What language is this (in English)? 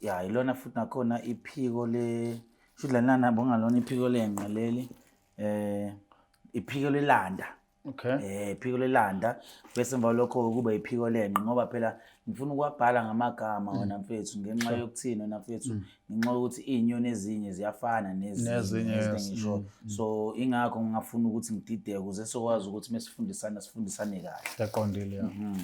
Zulu